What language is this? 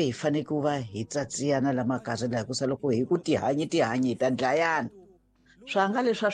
Tsonga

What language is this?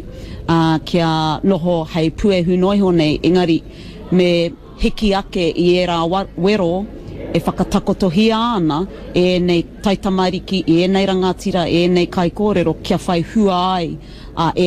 Māori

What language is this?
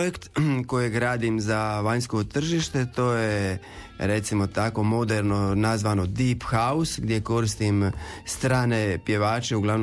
Croatian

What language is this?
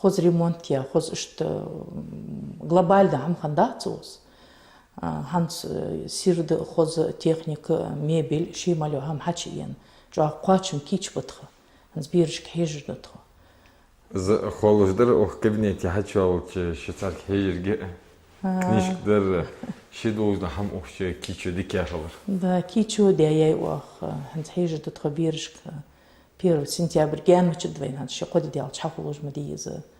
Ingush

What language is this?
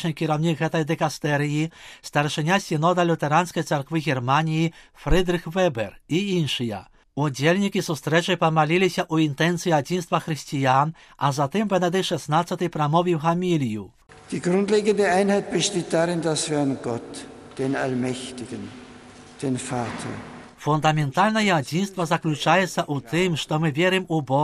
Belarusian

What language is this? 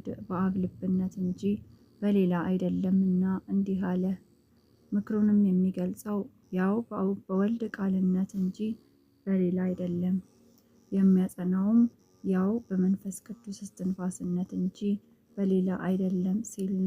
Amharic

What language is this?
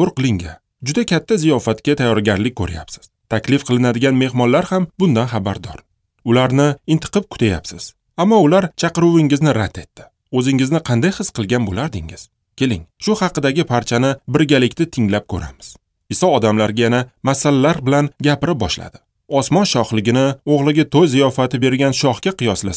Uzbek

